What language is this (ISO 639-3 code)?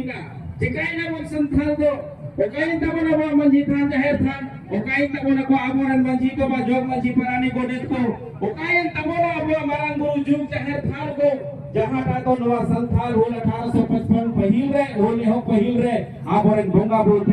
sat